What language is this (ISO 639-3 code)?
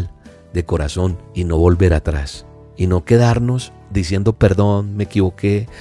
spa